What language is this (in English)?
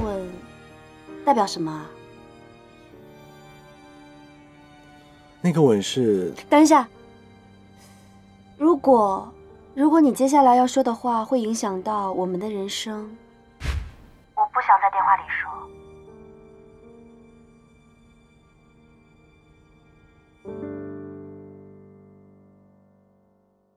Chinese